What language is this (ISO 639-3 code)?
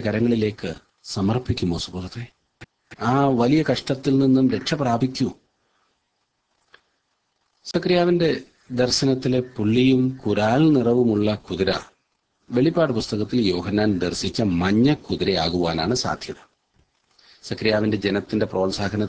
mal